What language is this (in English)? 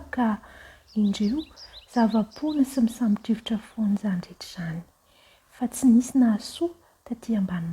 Malagasy